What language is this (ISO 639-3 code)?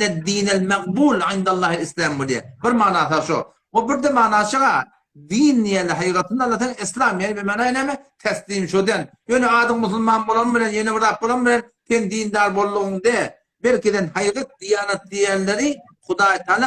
tuk